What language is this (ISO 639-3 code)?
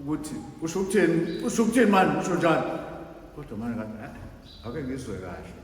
zul